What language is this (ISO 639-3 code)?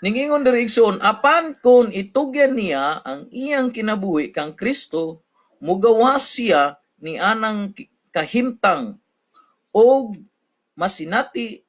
ceb